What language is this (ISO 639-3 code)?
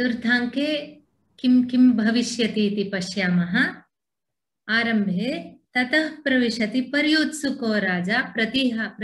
san